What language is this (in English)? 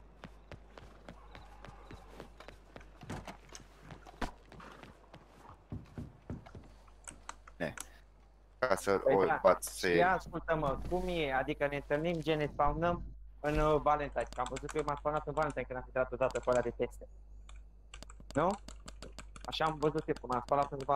Romanian